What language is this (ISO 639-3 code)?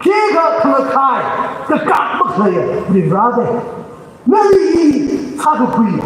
nmf